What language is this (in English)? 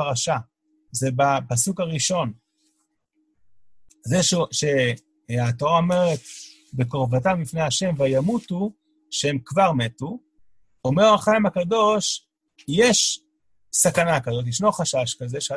Hebrew